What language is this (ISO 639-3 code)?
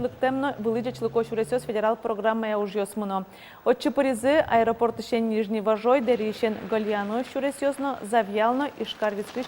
udm